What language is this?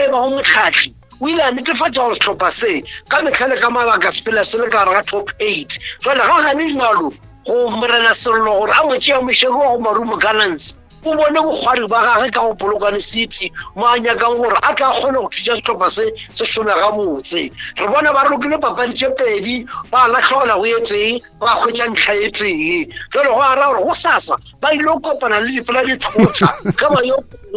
Northern Sotho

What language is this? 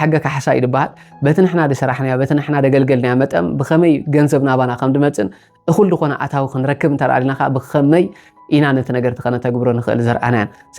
Tigrinya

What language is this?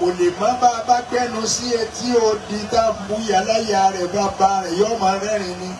Yoruba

